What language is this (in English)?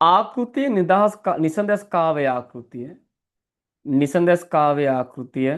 Sinhala